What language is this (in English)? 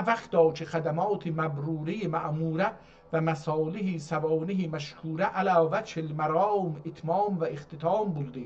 South Azerbaijani